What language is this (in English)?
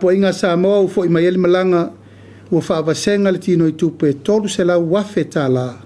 Samoan